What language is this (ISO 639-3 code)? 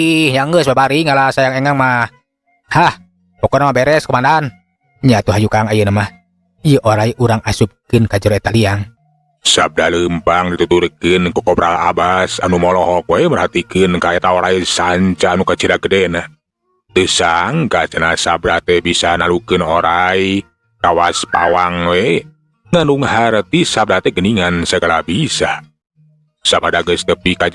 sun